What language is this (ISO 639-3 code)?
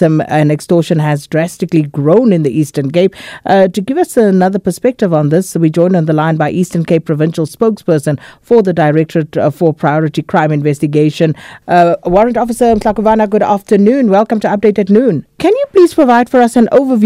eng